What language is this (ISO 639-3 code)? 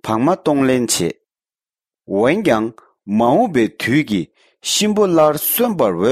bod